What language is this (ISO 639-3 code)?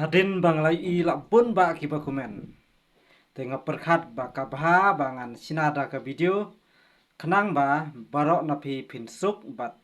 kha